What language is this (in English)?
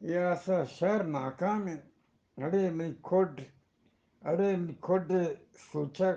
Eastern Balochi